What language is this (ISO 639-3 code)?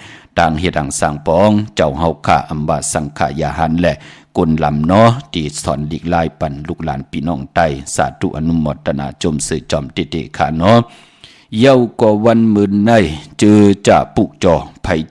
shn